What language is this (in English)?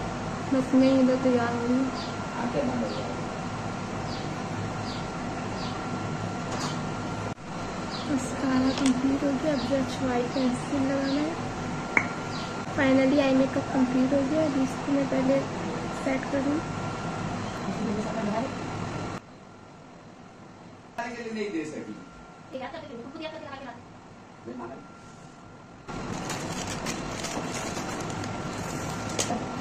Hindi